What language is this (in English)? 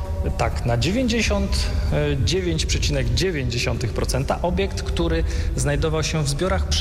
Polish